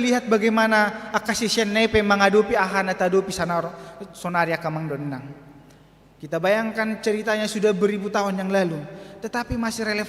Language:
Batak Toba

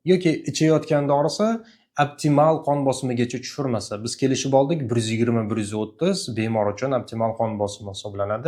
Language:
Uzbek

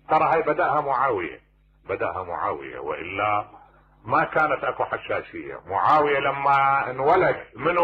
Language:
Mesopotamian Arabic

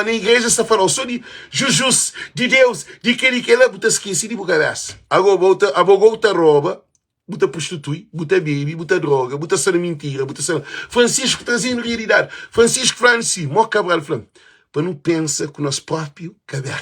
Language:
Kabuverdianu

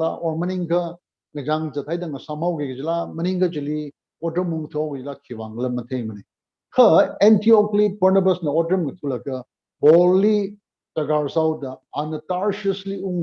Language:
Tangkhul Naga (India)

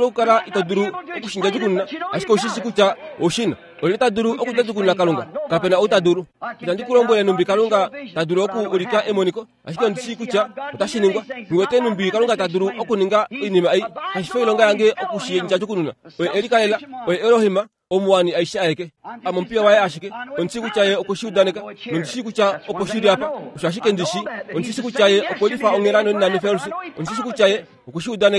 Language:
Kuanyama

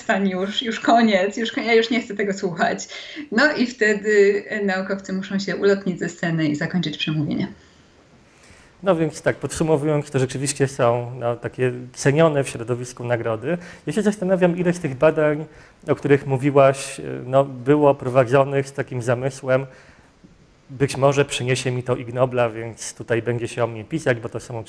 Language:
Polish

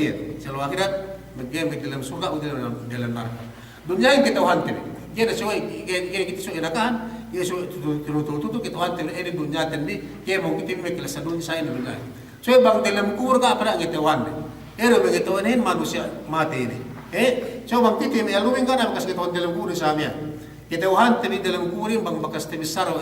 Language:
Yakan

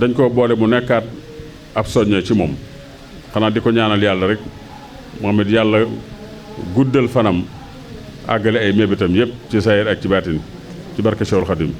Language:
Wolof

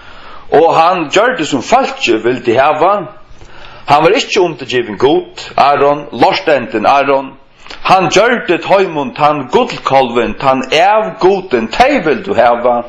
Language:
Faroese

